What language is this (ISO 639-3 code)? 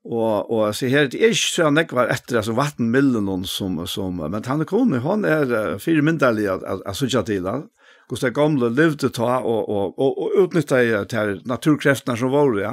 fao